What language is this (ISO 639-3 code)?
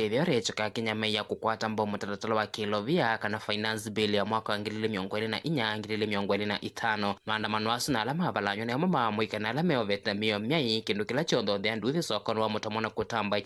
kam